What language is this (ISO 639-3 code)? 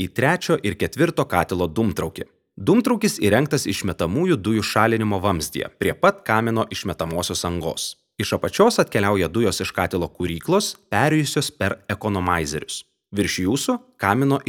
lit